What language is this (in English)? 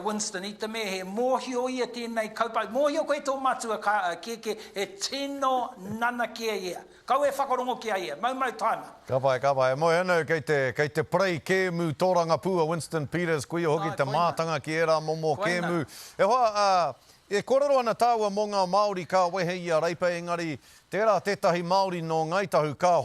Māori